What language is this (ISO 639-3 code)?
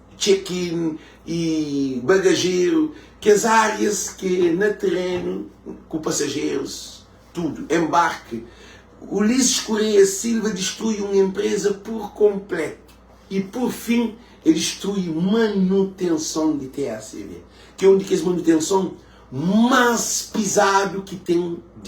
kea